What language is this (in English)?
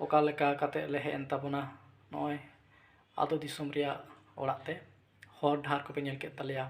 Santali